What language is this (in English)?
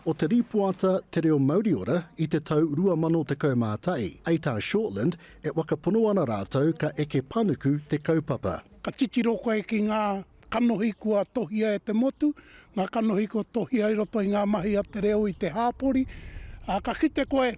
Māori